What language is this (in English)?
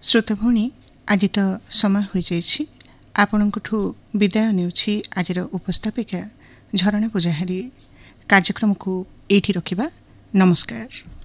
Odia